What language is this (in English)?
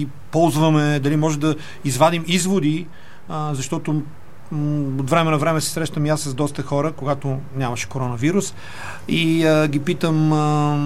Bulgarian